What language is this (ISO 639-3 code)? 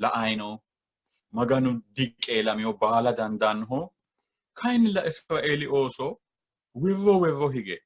sid